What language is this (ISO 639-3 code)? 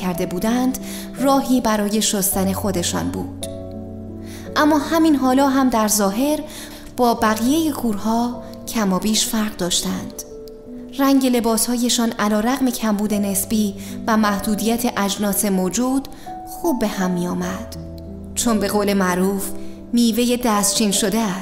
fas